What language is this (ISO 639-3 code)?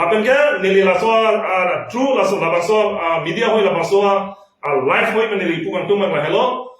mjw